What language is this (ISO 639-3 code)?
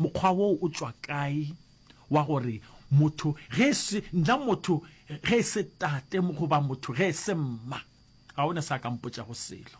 nso